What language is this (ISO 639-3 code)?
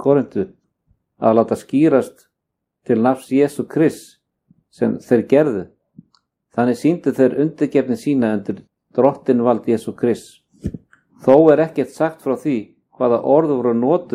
isl